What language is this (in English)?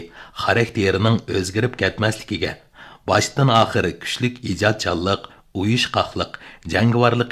Uyghur